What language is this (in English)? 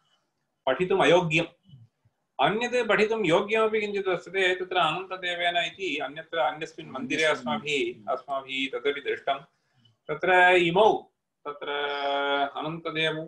Sanskrit